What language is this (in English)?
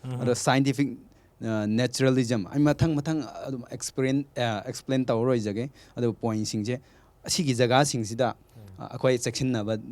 Manipuri